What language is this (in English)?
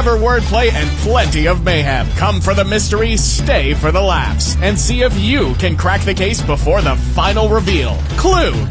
English